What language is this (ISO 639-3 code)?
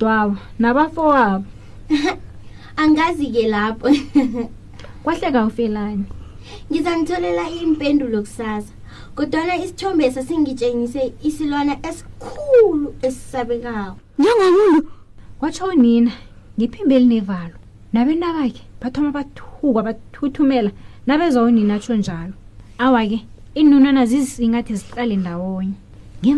nbl